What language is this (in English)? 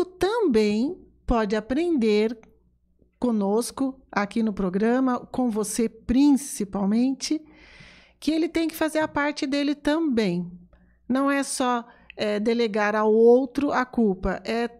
Portuguese